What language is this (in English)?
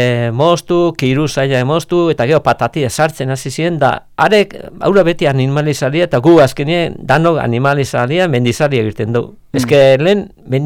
Basque